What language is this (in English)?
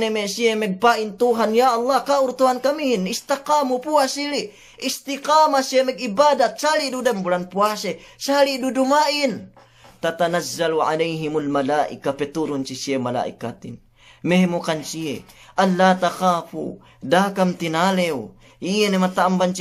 Yakan